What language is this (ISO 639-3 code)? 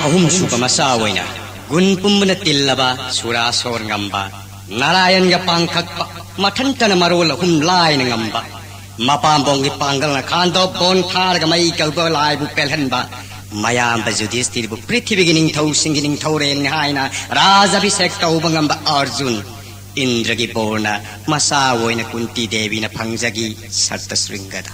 mni